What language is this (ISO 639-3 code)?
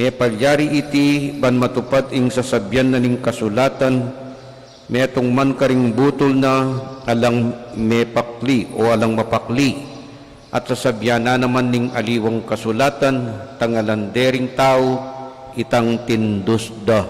pam